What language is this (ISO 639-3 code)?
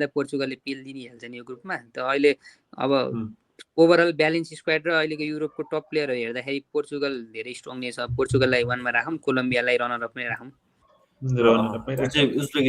nep